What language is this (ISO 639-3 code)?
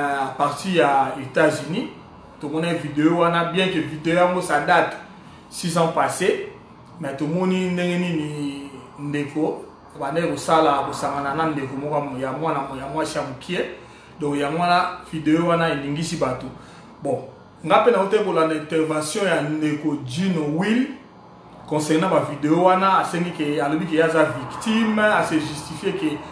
lin